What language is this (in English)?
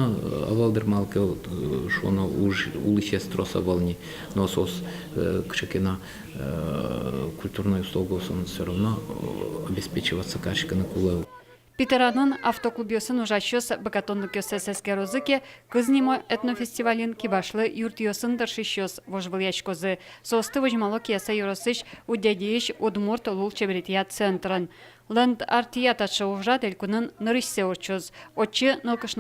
Udmurt